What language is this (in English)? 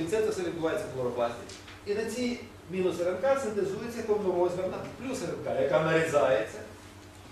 Ukrainian